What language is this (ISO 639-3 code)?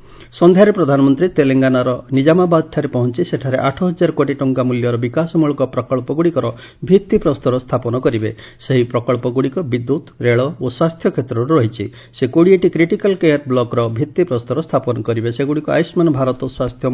ori